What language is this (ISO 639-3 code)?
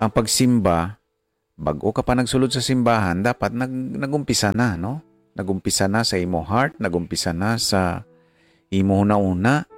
hil